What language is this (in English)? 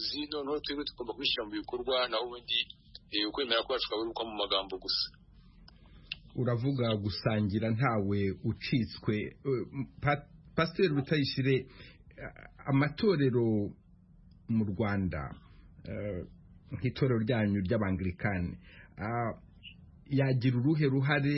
Kinyarwanda